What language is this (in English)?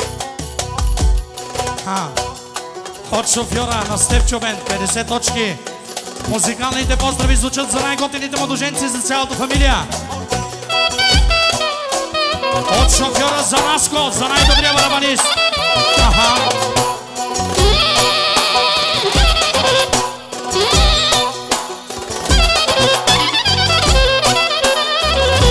Bulgarian